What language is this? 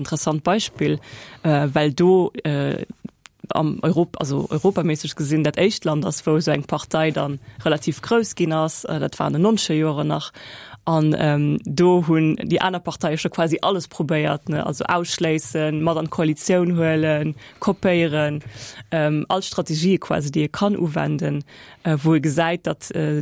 Luxembourgish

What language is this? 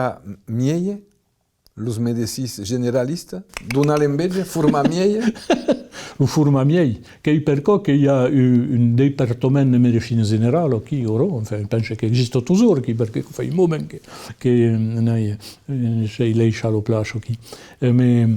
Occitan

